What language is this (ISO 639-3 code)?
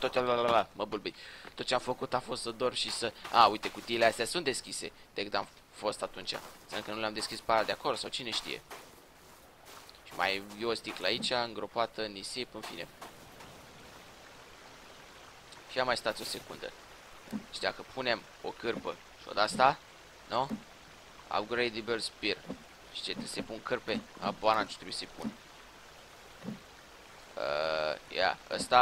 ron